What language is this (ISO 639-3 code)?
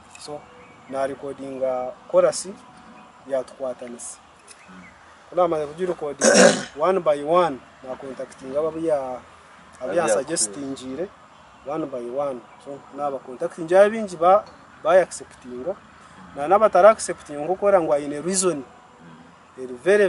nyn